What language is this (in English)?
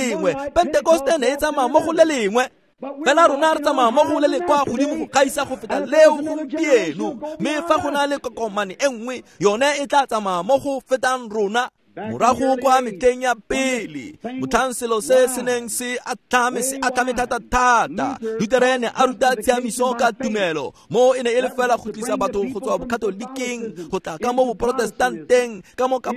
Tswana